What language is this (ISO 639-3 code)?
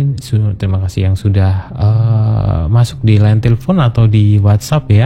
ind